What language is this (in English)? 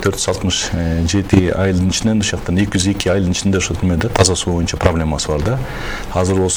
Kyrgyz